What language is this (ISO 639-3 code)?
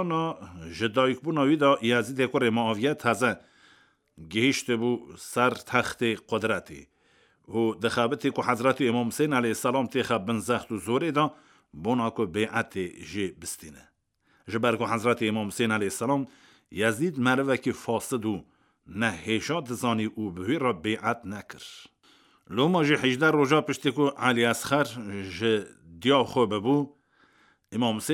kur